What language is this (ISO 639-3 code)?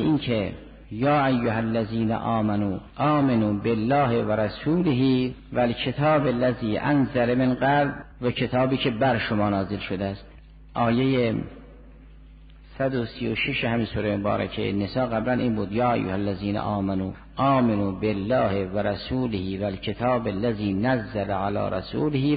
fas